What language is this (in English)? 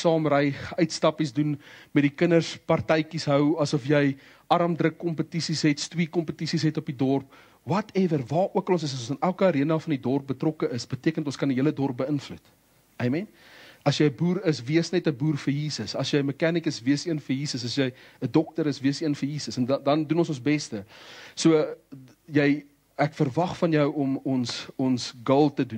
Afrikaans